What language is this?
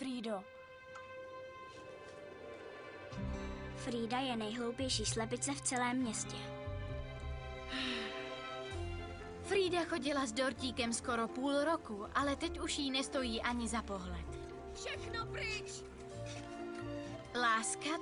Czech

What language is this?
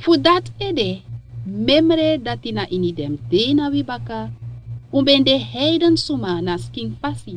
Sranan Tongo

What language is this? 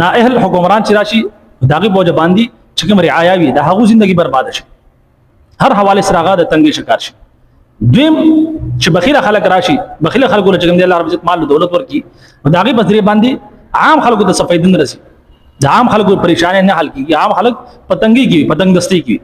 Pashto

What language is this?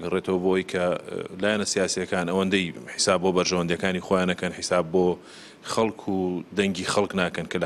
Central Kurdish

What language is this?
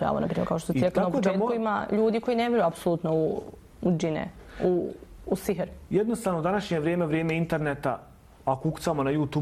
Bosnian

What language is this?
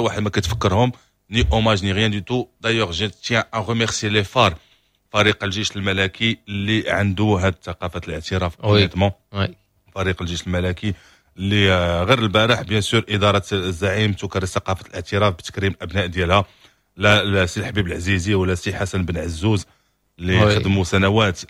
Moroccan Arabic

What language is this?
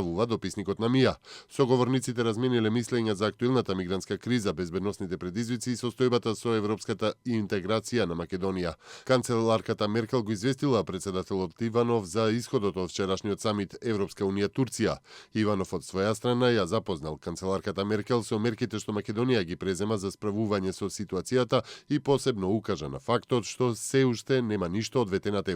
Macedonian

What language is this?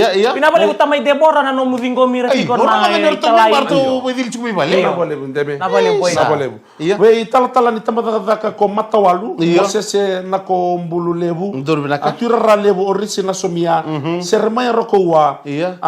Fijian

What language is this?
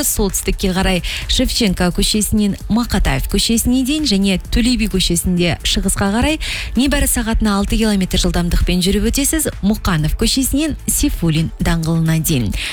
Kazakh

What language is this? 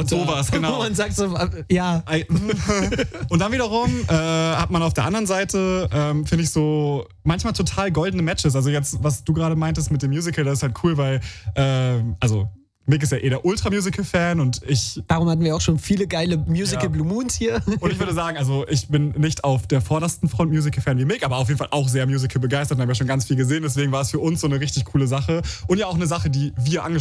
German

